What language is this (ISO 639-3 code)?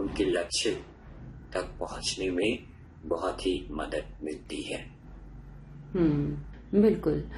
hin